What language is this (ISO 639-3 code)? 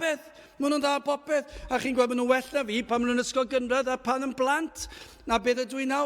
cym